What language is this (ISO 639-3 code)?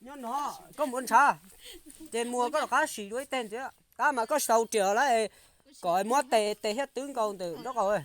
hmn